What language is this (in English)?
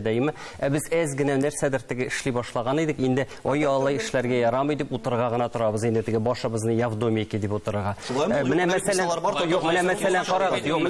Tatar